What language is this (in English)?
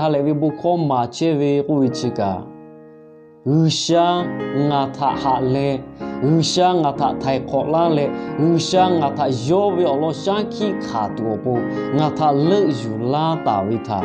Lahu